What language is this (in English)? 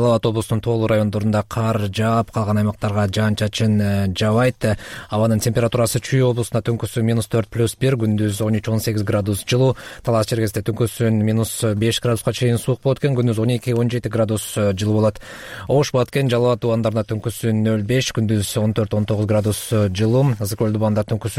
Kyrgyz